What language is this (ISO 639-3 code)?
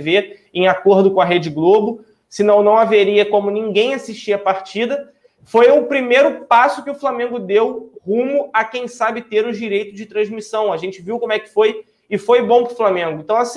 por